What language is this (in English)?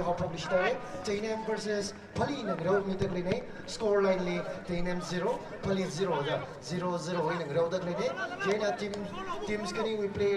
Tangkhul Naga (India)